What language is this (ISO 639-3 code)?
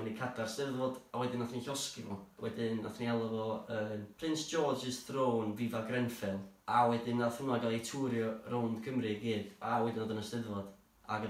cym